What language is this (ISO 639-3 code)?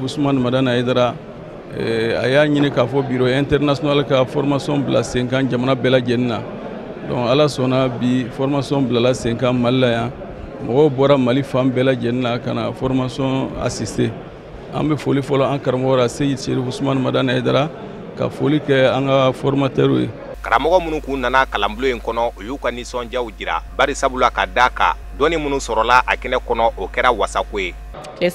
bam